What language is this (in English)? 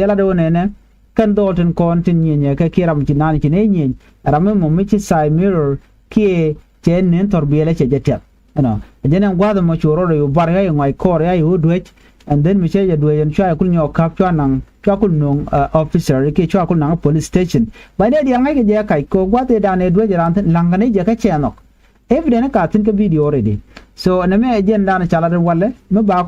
Nuer